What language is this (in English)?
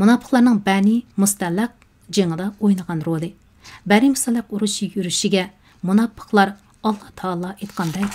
Uyghur